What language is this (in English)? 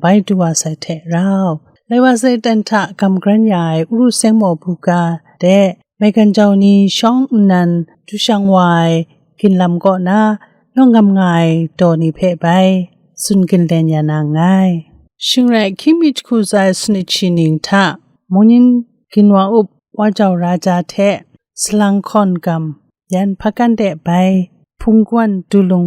Kachin